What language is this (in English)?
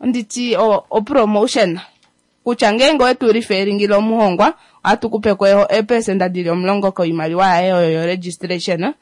Kuanyama